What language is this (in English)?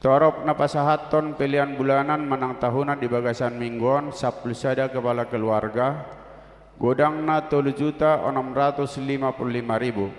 Batak Toba